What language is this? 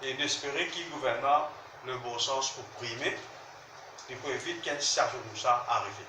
Morisyen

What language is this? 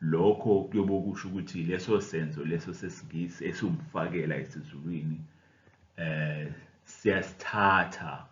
Zulu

